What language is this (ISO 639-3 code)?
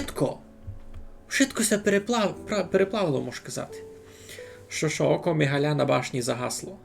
rue